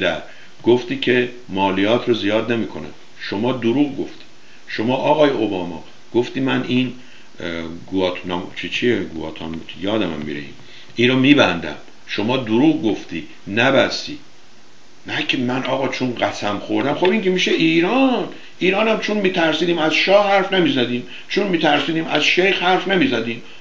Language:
Persian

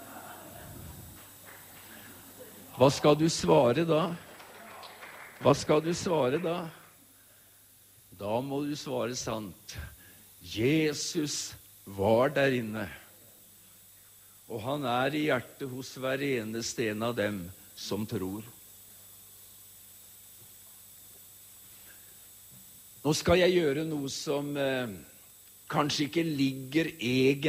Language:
Norwegian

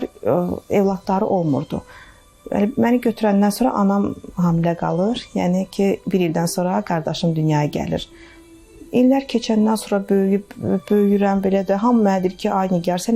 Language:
Azerbaijani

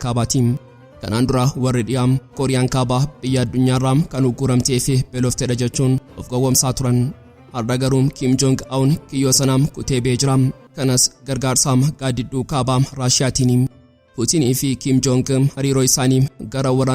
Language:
Oromo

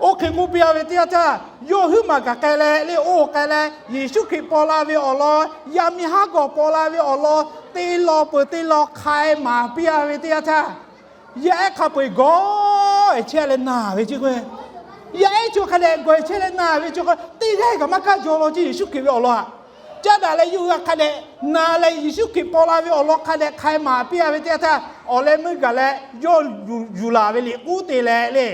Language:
Lahu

